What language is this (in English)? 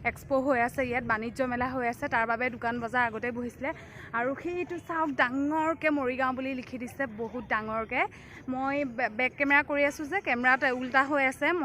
Assamese